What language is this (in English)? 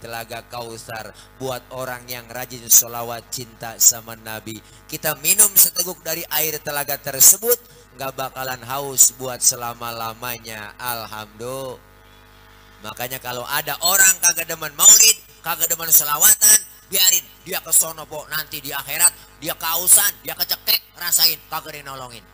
Betawi